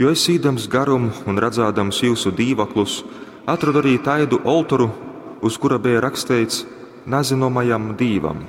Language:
Latgalian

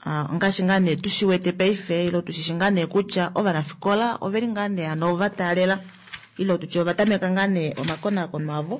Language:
Kuanyama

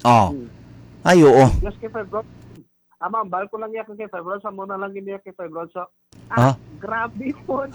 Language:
Hiligaynon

